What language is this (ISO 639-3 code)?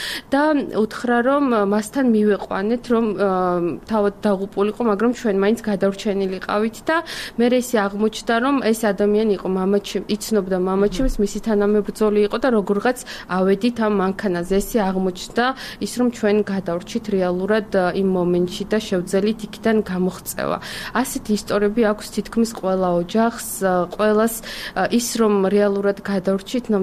kat